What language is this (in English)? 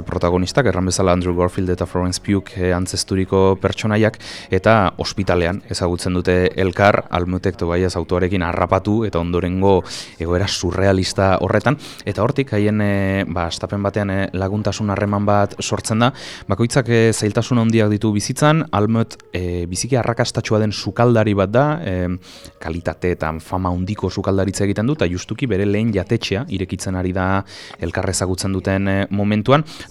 Basque